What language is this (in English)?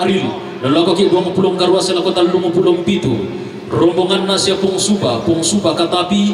Toraja-Sa'dan